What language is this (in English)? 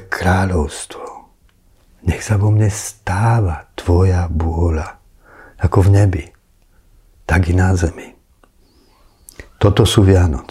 Slovak